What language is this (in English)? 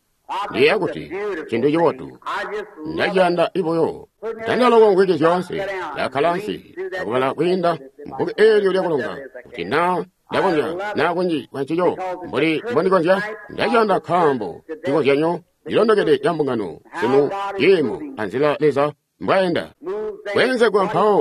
Tonga (Zambia)